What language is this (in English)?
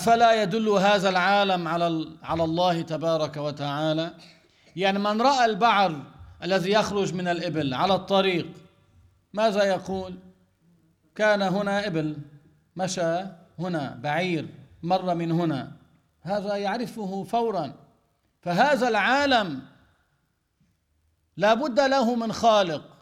Arabic